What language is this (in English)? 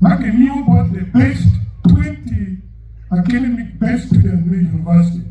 Acoli